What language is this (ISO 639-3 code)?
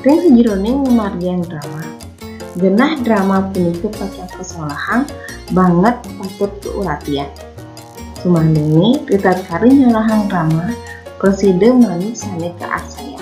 ban